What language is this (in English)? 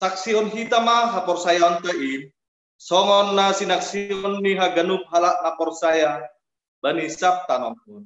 Batak Simalungun